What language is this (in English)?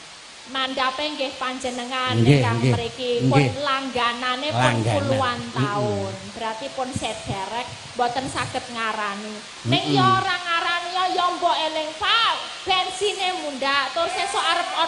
Javanese